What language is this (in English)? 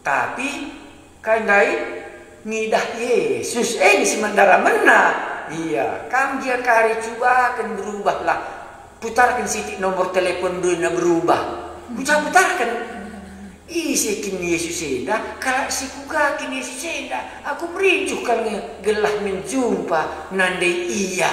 Batak Karo